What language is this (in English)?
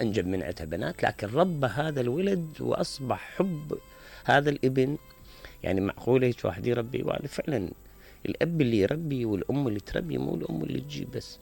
Mesopotamian Arabic